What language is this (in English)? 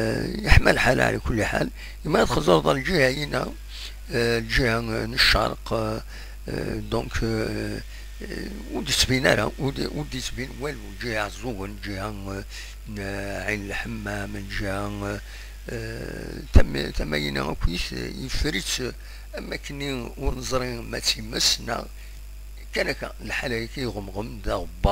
Kabyle